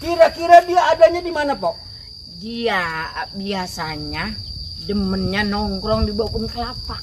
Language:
Betawi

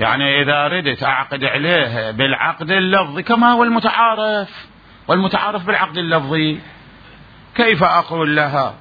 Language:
Mesopotamian Arabic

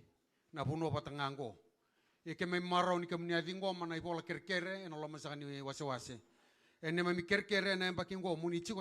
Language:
Fijian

